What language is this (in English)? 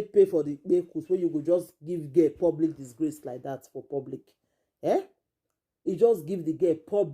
Nigerian Pidgin